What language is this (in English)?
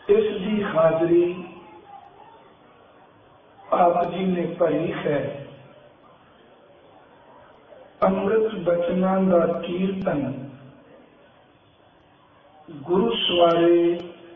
Punjabi